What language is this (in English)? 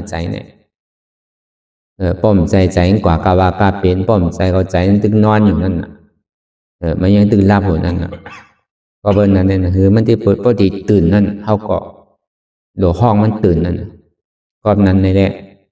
Shan